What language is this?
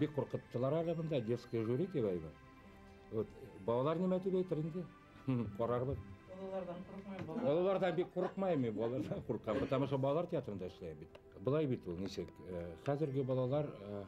Bashkir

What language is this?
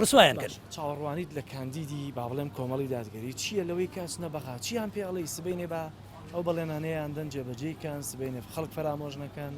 Central Kurdish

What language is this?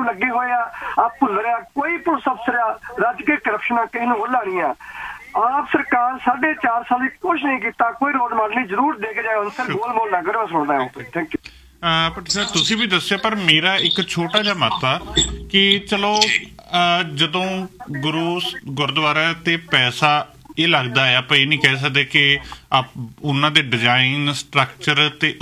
Punjabi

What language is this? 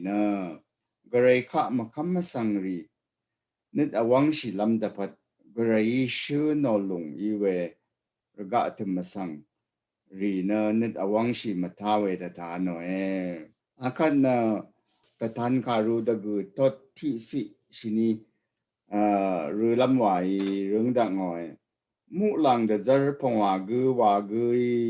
Rawang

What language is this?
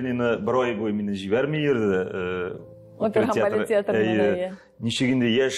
Tatar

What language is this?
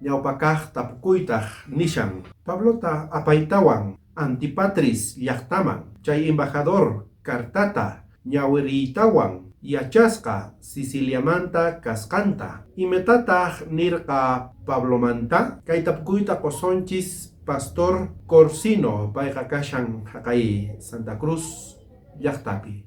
South Bolivian Quechua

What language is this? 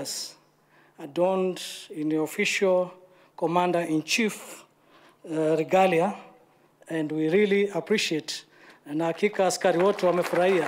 Meru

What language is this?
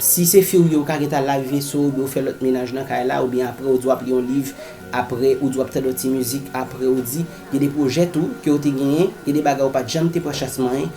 Haitian Creole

